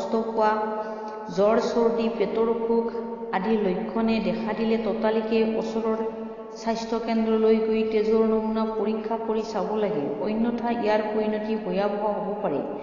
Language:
Assamese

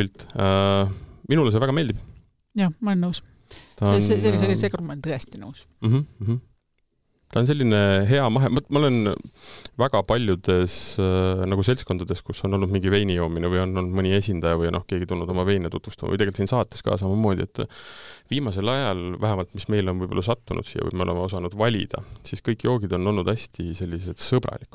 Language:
Estonian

